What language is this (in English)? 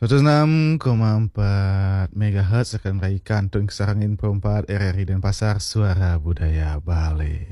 Balinese